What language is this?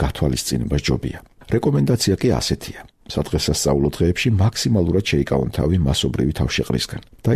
Georgian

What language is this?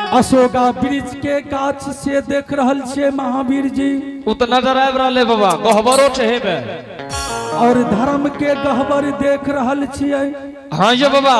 Angika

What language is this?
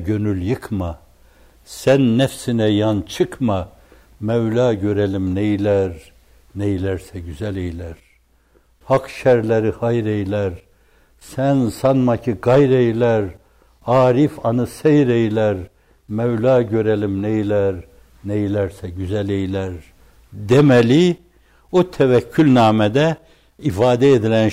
Turkish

